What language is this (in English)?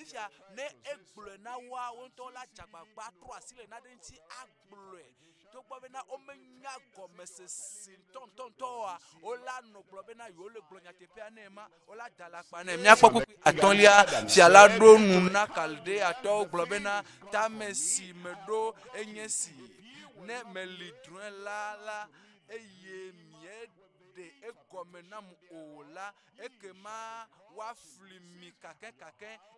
Ewe